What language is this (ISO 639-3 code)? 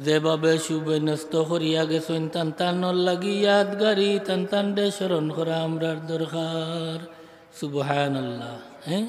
syl